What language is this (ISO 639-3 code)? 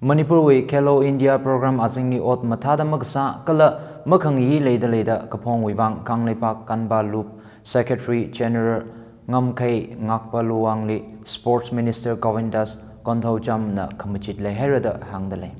nmf